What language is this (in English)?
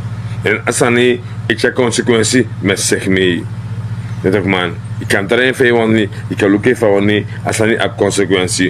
Sranan Tongo